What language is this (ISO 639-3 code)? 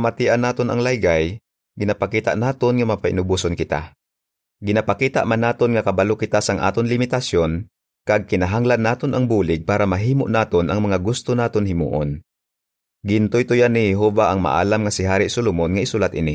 hil